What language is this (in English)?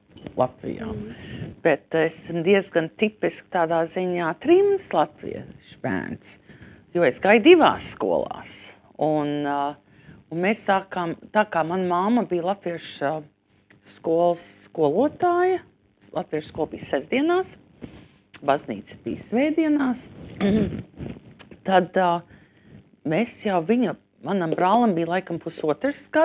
Latvian